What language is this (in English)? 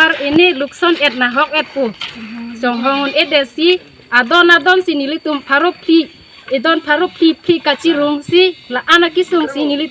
Karbi